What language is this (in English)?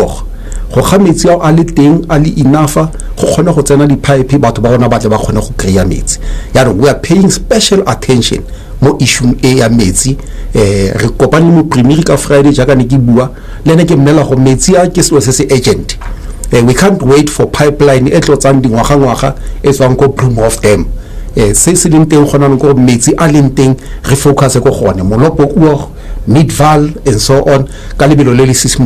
Tswana